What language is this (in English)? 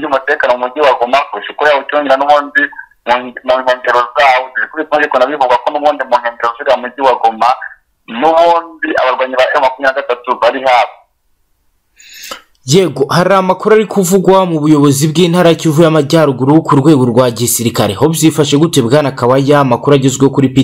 Kinyarwanda